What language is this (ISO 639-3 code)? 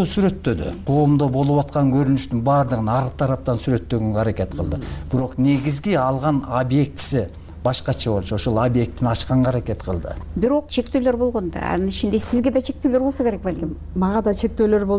kir